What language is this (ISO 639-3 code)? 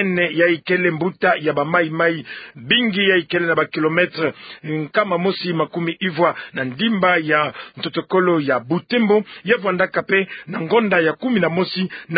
ktu